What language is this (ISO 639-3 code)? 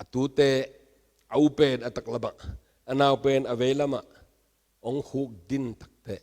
ctd